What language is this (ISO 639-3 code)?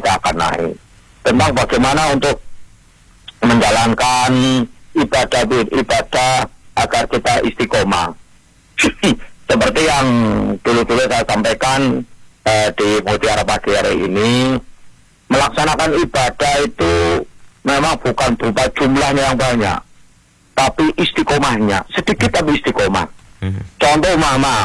ind